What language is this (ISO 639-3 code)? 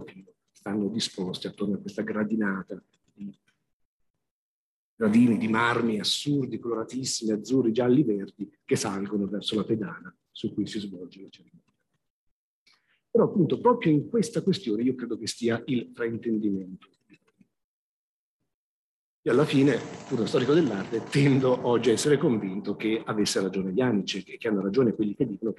ita